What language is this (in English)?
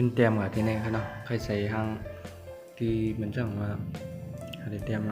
Shan